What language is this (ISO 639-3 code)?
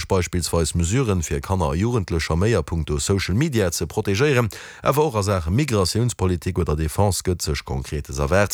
ltz